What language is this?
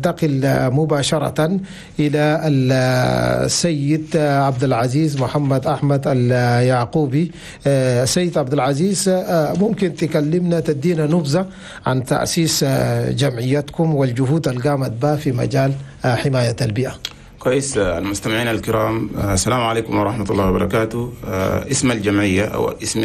Chadian Arabic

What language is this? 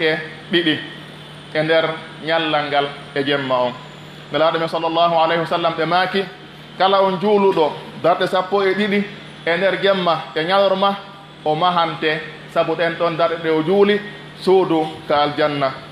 Pular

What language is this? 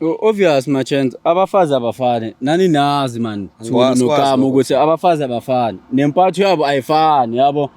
Zulu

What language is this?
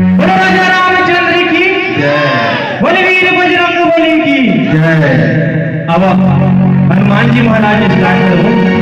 Chhattisgarhi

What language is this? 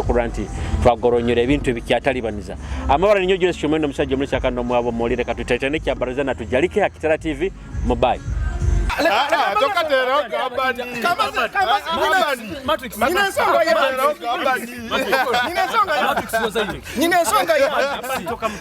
Nyoro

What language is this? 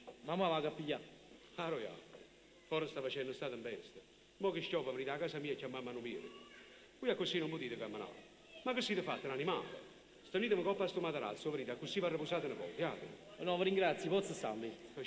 Neapolitan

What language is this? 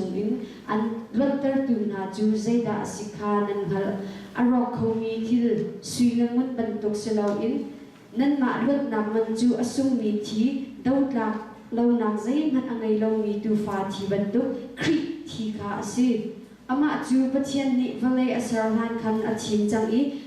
Hakha Chin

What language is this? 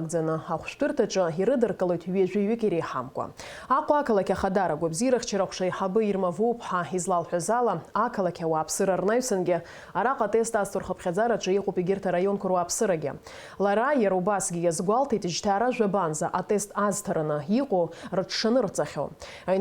Abkhazian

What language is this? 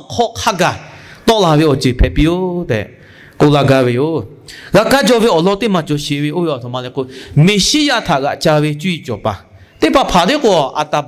Lahu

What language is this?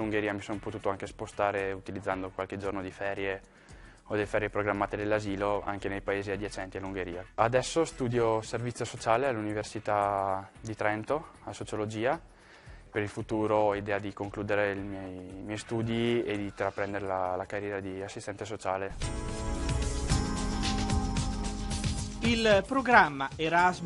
Italian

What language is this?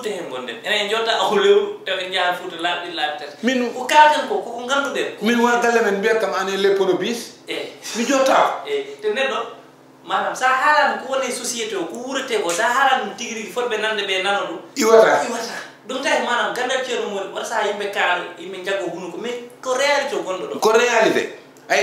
Fula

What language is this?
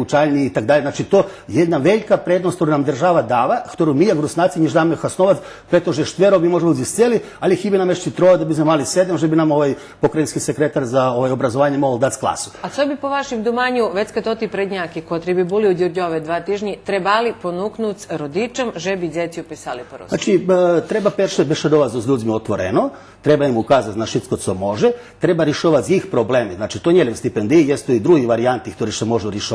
Rusyn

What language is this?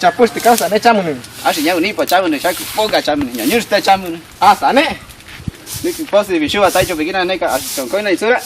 Chiquitano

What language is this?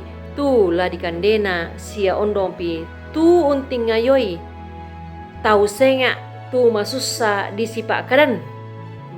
Toraja-Sa'dan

